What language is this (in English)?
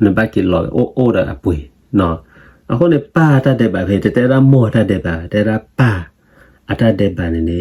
S'gaw Karen